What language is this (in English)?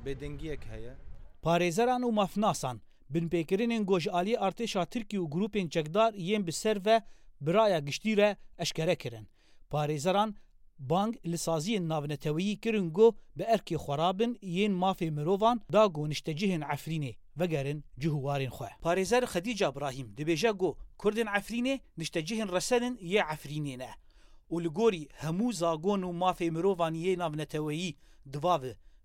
Kurdish